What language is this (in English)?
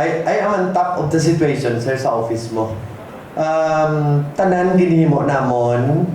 Hiligaynon